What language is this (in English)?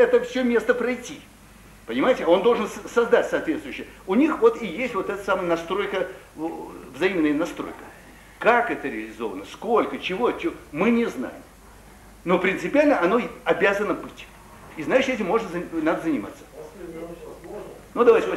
Russian